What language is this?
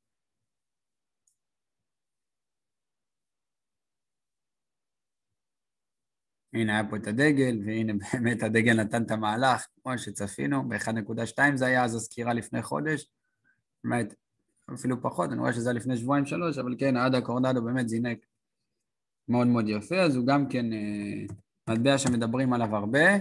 Hebrew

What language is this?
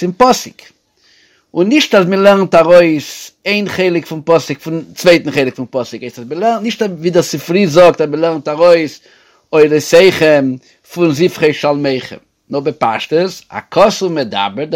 Yiddish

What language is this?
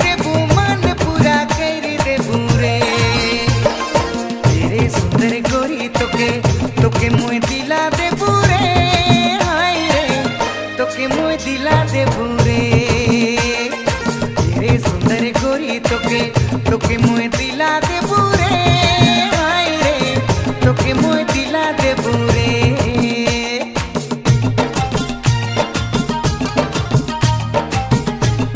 Sadri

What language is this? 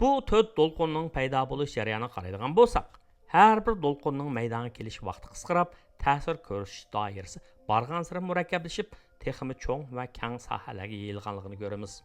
Uyghur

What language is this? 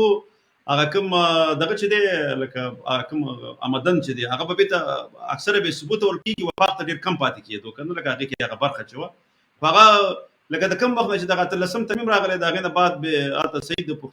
Pashto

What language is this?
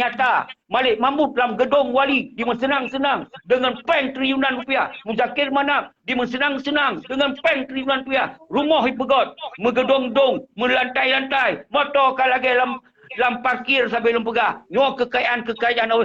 Achinese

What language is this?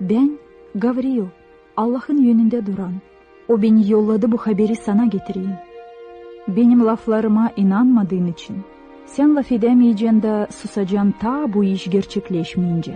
Gagauz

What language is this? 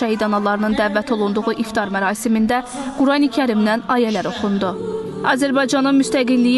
Azerbaijani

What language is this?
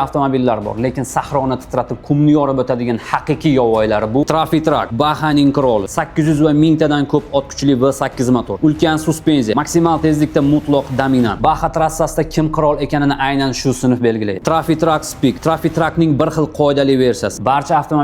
Uzbek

